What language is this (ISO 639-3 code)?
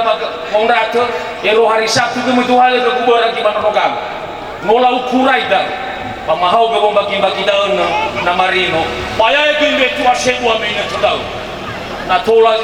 nia